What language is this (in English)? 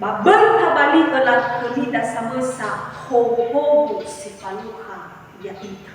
Nias